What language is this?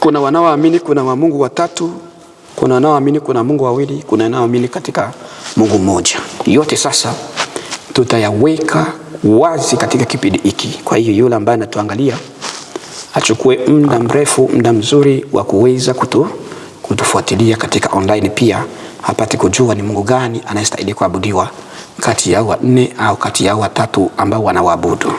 Swahili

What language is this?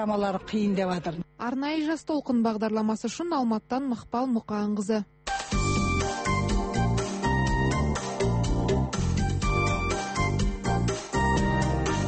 Kazakh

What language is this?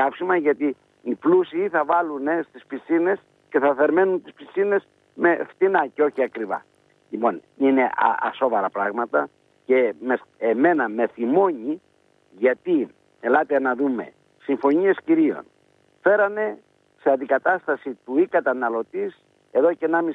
Greek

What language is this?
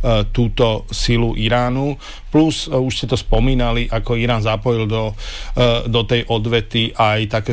Slovak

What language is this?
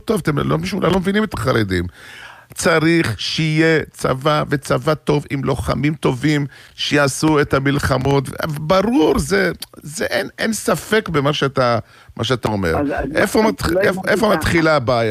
Hebrew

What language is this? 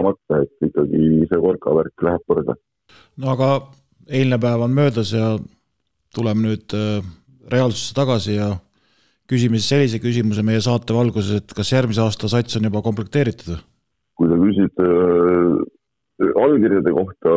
Estonian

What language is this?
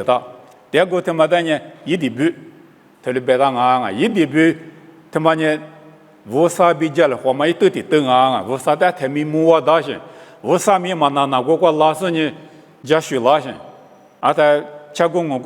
Lisu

